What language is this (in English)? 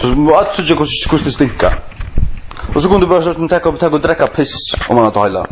Faroese